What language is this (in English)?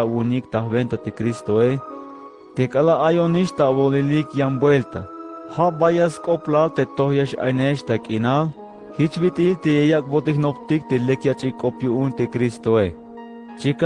Tzeltal